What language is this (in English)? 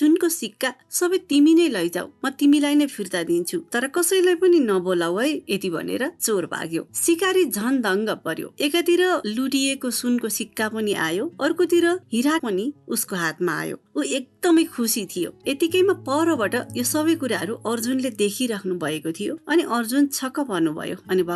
Nepali